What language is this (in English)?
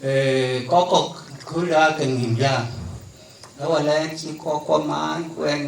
Dinka